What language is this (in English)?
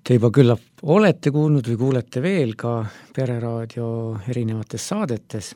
Estonian